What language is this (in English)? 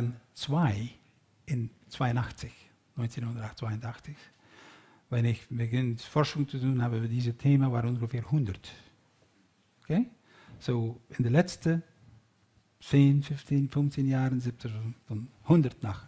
German